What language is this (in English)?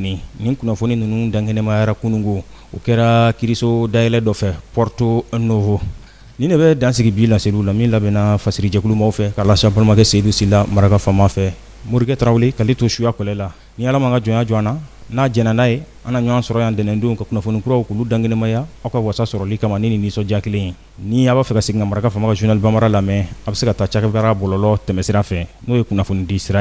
Bambara